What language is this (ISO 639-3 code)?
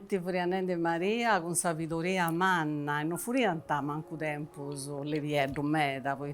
srd